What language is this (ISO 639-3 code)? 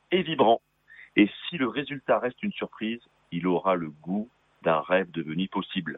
fra